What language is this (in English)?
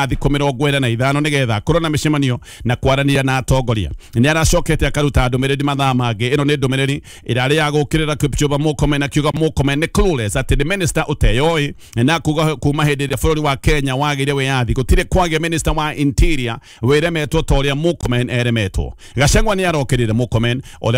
Kikuyu